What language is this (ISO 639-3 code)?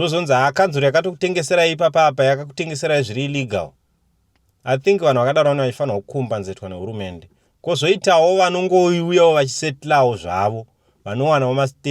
sna